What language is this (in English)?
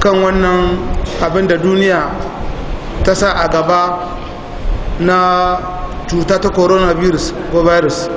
Hausa